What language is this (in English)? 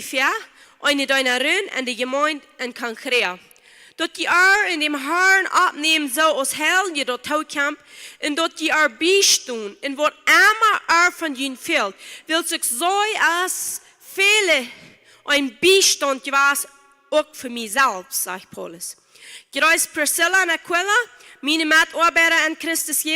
Plautdietsch